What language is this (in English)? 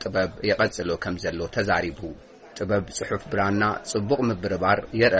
Tigrinya